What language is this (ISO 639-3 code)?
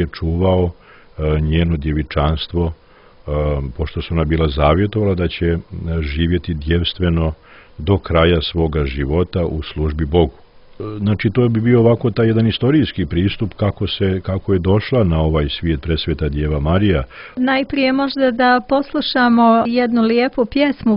srp